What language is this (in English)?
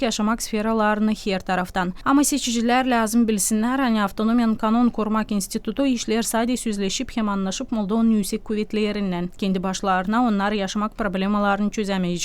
Gagauz